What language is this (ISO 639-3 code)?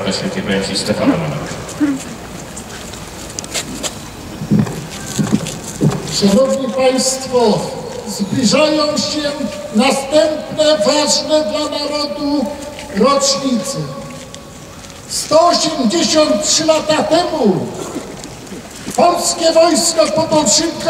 pol